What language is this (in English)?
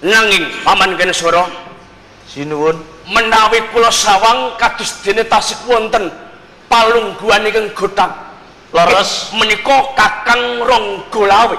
Javanese